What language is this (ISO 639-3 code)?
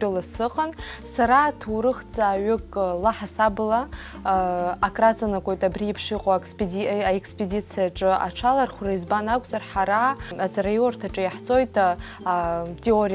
abk